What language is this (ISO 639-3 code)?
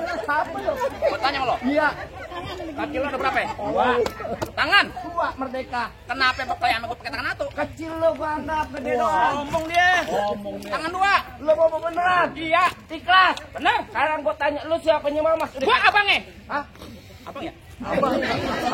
bew